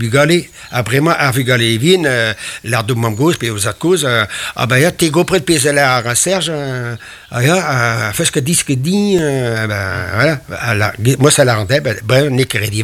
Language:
Breton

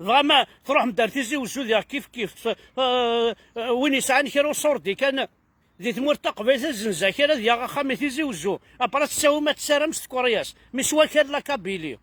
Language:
Kabyle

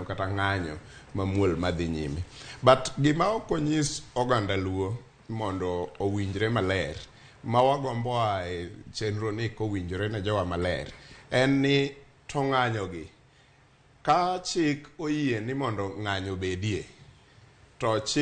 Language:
Luo (Kenya and Tanzania)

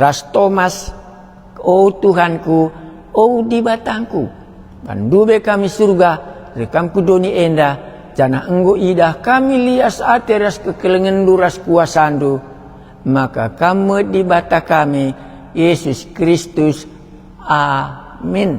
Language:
Batak Karo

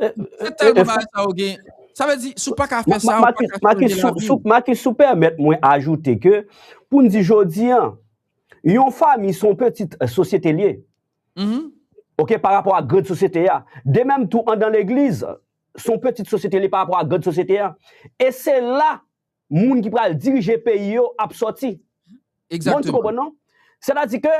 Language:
Haitian Creole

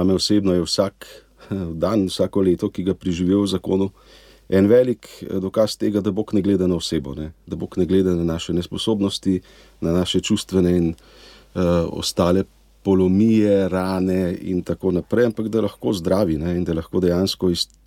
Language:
Slovenian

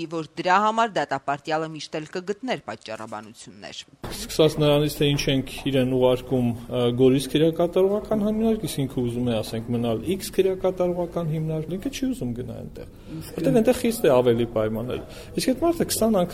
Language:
Armenian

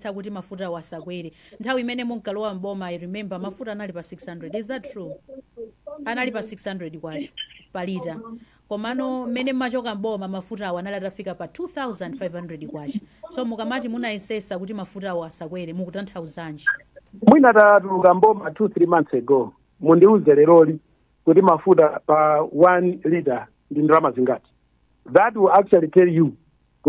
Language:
Nyanja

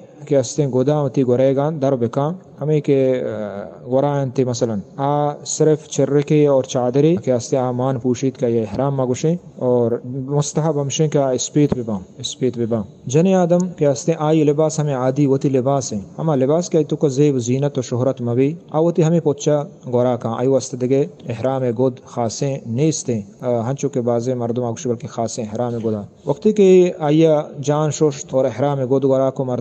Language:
Eastern Balochi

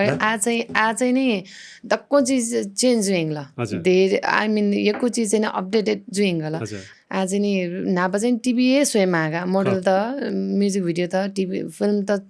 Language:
Newari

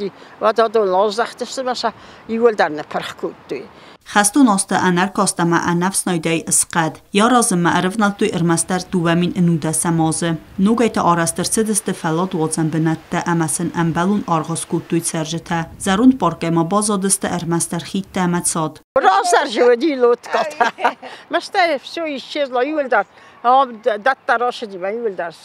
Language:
Ossetic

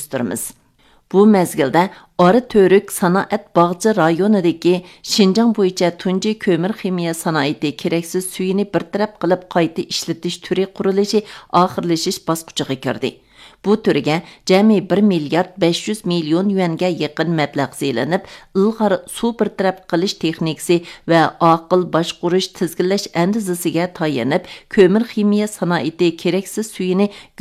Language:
Uyghur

